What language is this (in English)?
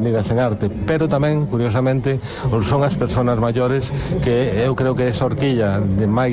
Galician